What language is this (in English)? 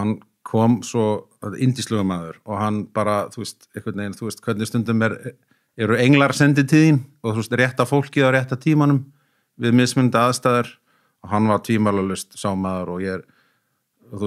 Icelandic